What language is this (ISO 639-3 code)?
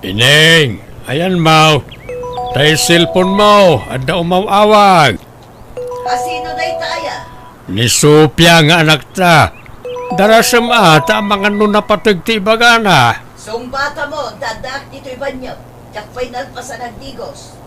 ilo